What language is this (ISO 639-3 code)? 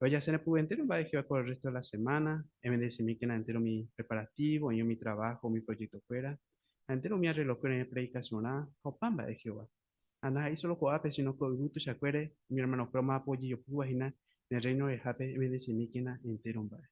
grn